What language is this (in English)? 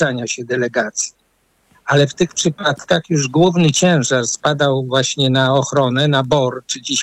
Polish